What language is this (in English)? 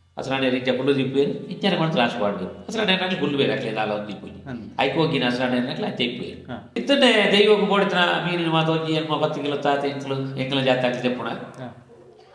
Tulu